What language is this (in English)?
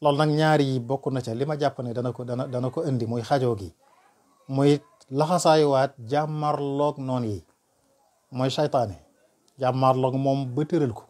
Wolof